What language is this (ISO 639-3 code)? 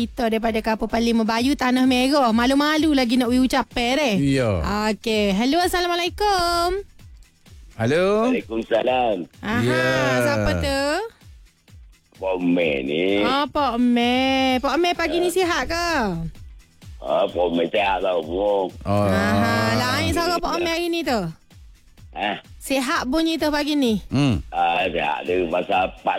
msa